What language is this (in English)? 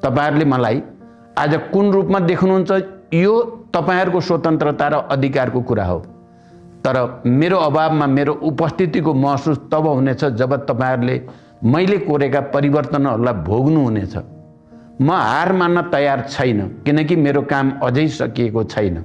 Nepali